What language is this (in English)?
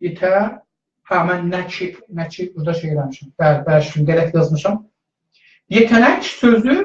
South Azerbaijani